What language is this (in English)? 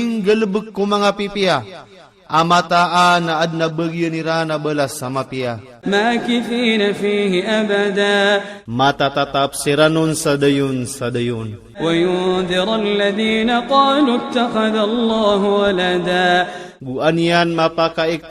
Iranun (Philippines)